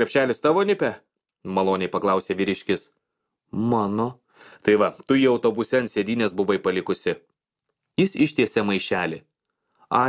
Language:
Lithuanian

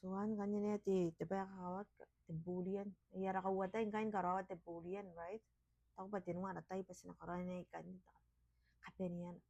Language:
Gilbertese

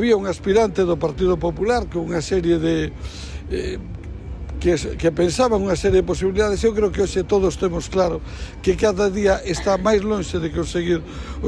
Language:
Galician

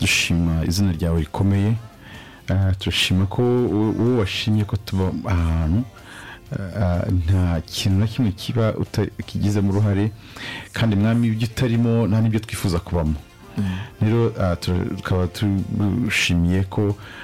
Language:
Kinyarwanda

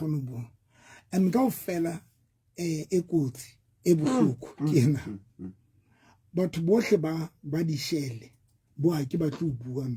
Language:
Southern Sotho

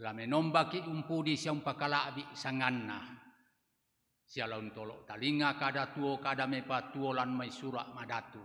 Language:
Toraja-Sa'dan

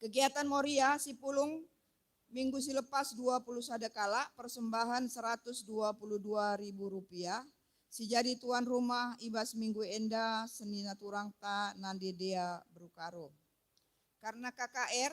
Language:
Batak Karo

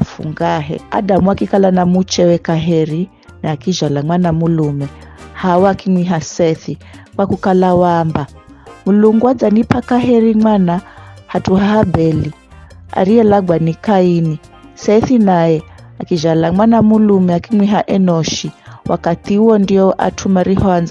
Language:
Giryama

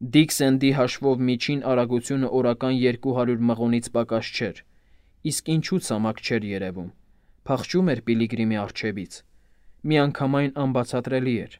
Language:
Armenian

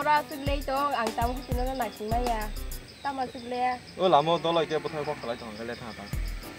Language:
Kok Borok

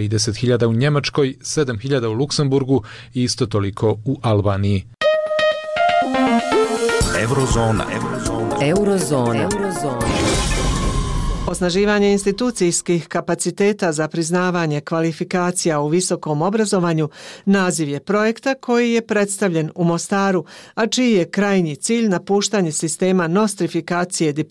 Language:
Bosnian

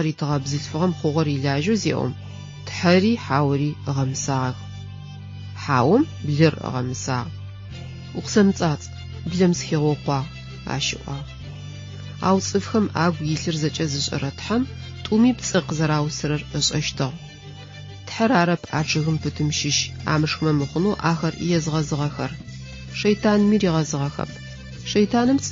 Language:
Adyghe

